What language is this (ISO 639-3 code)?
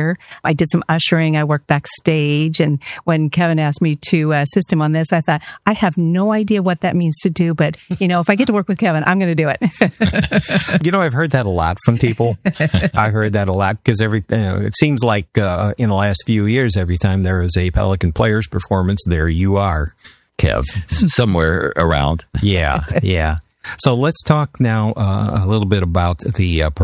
eng